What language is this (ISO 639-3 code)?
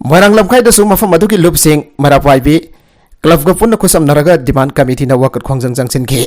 mni